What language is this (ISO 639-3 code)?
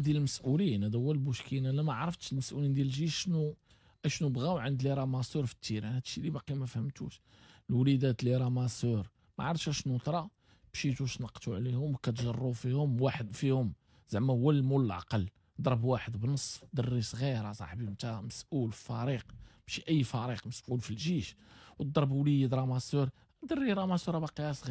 ary